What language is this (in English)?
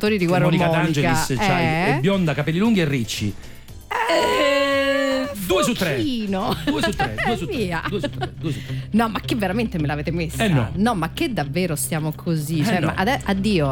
Italian